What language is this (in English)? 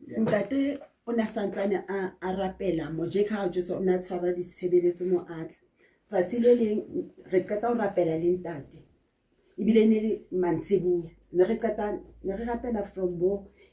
Southern Sotho